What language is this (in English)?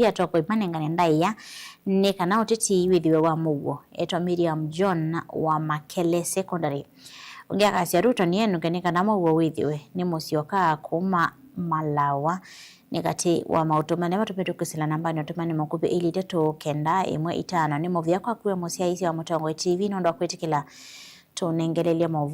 Kamba